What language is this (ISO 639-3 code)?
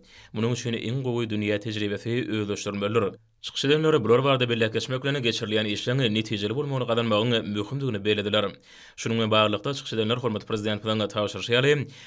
tuk